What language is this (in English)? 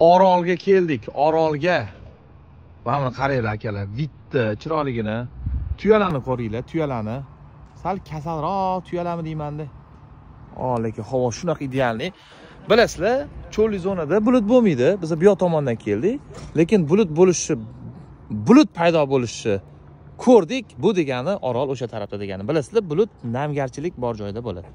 Uzbek